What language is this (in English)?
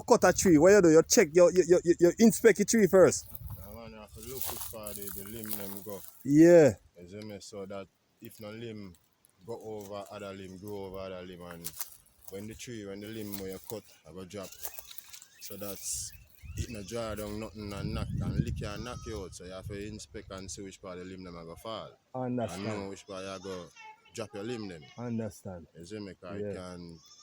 Jamaican Creole English